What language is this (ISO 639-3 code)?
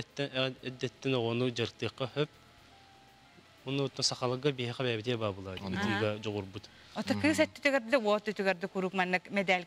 sah